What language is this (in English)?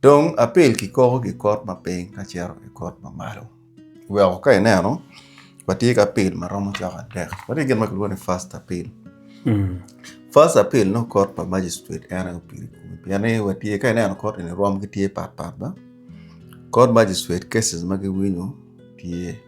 Acoli